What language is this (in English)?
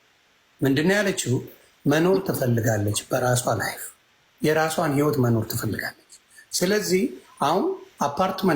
Amharic